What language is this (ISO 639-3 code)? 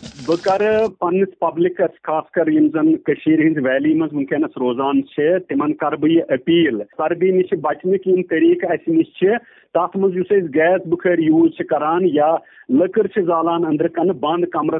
kas